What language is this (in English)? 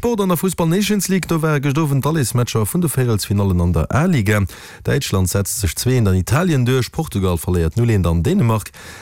Luxembourgish